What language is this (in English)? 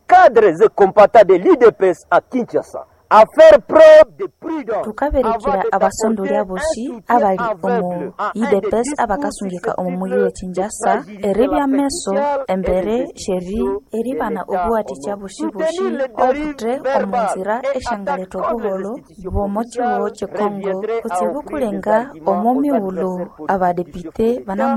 Nande